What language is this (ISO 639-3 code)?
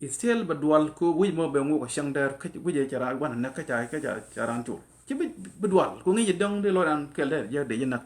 nus